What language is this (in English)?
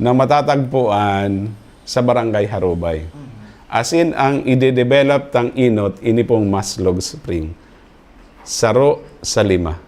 Bikol